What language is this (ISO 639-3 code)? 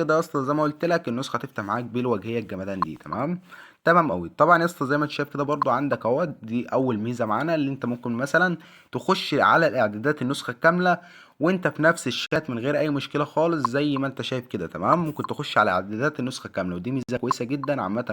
arz